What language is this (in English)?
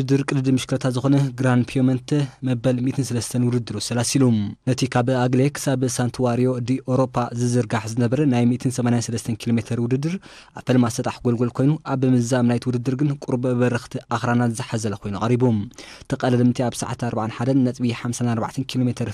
Tigrinya